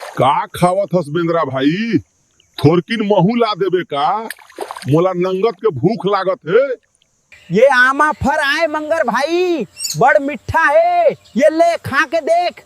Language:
Chhattisgarhi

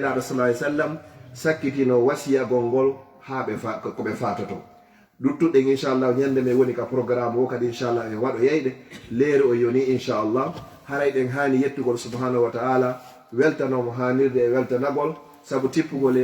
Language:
Fula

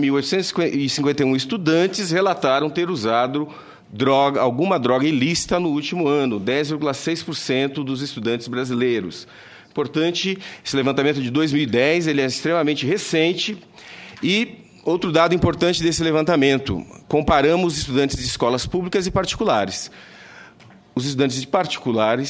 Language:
Portuguese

